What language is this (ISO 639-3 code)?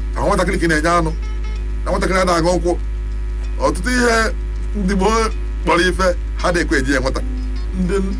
ibo